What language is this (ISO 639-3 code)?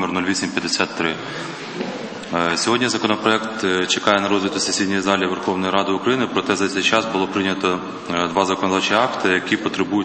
ukr